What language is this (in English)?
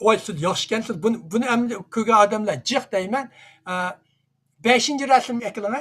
Uyghur